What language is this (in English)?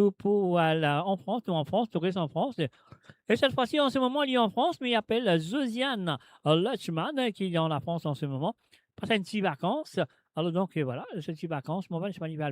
Morisyen